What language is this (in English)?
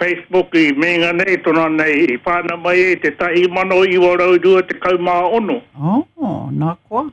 Māori